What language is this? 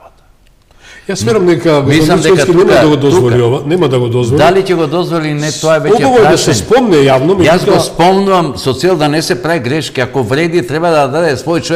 Macedonian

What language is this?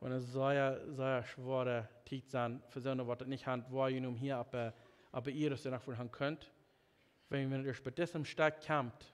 Plautdietsch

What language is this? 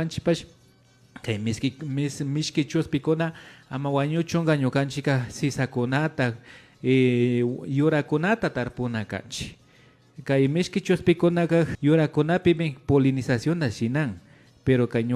Imbabura Highland Quichua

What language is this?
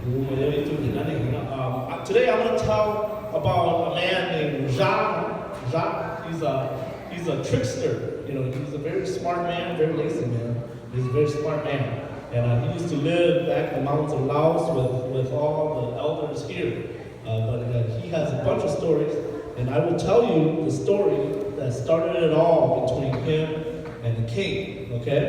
Hmong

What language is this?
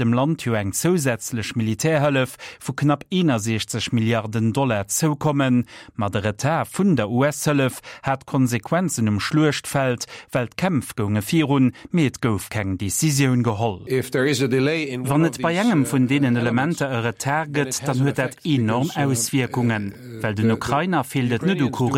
Luxembourgish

